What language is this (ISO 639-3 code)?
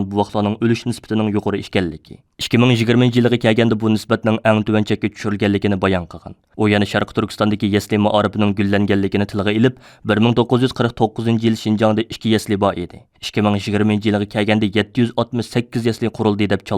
uig